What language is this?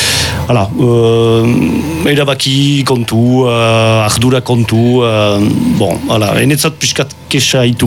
Basque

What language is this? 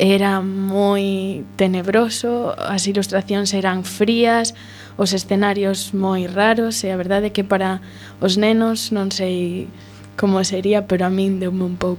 Galician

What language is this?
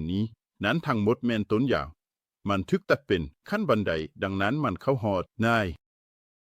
Lao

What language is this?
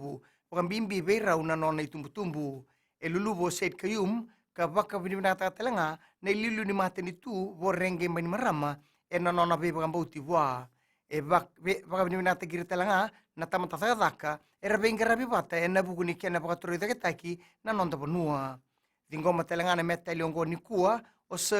Fijian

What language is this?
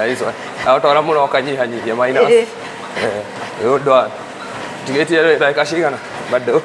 Kikuyu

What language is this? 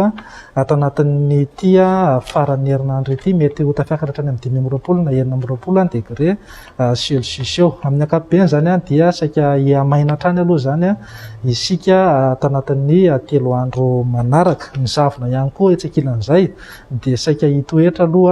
Malagasy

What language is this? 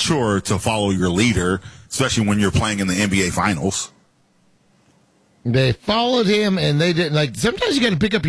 English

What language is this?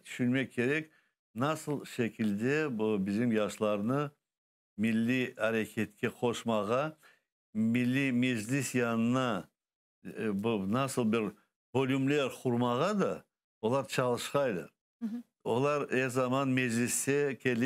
Crimean Tatar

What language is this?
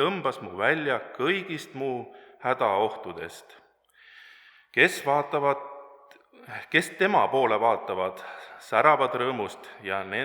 Estonian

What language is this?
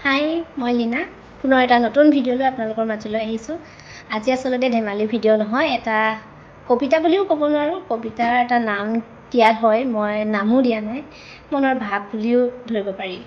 Assamese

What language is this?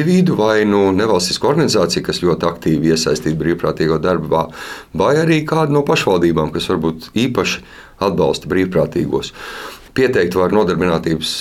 Latvian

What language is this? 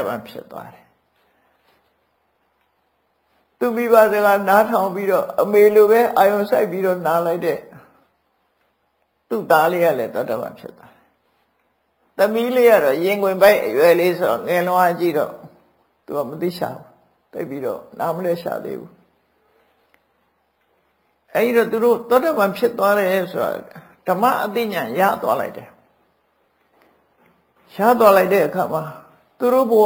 Burmese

